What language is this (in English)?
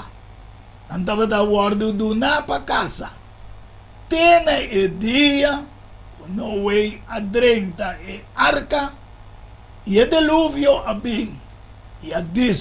Papiamento